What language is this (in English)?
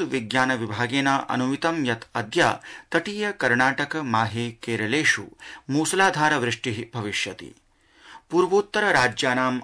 Sanskrit